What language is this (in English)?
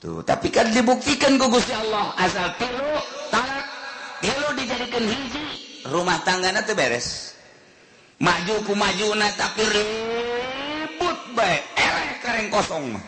Sundanese